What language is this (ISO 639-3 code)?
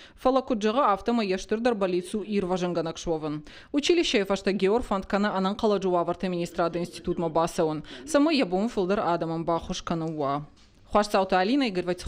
oss